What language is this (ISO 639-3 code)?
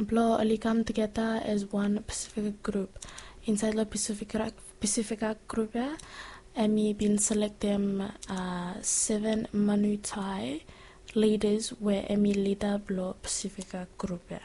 bis